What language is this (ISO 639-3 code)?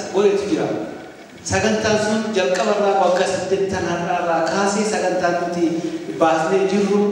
orm